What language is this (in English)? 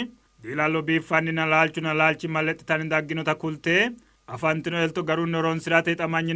Sidamo